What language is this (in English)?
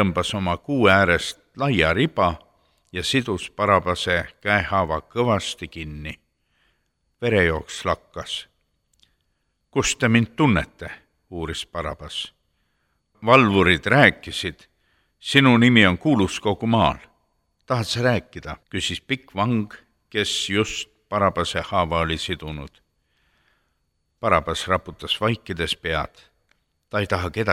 Estonian